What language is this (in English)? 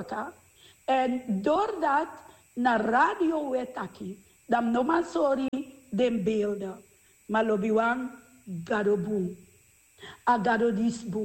Sranan Tongo